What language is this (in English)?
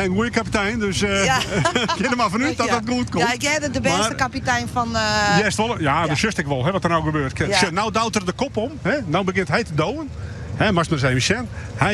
Western Frisian